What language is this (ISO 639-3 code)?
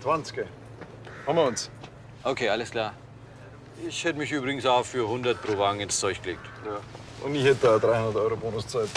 bar